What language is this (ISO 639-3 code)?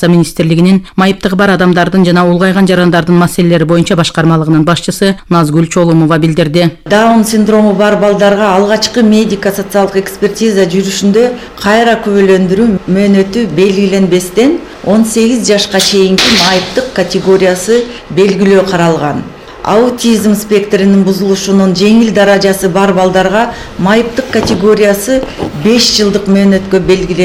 kir